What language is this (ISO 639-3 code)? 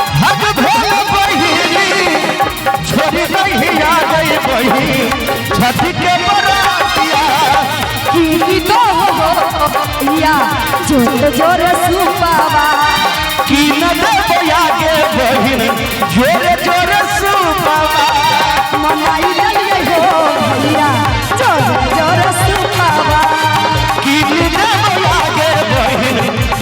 mai